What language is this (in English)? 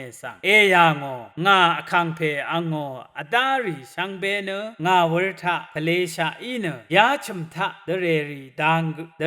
Rawang